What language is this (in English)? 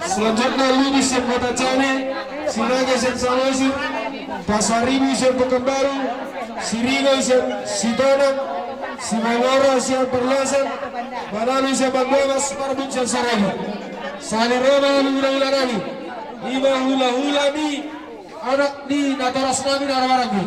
Batak Toba